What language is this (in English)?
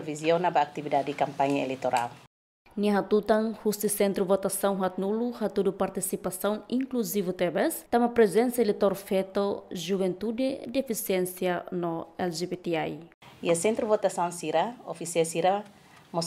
Tetum